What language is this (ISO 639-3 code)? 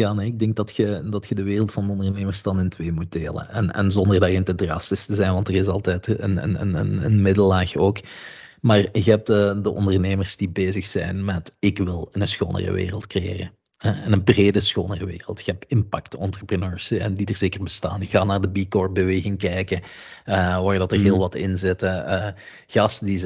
nld